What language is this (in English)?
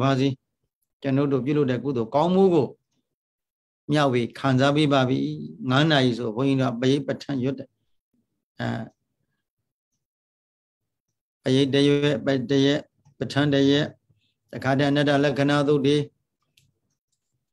Burmese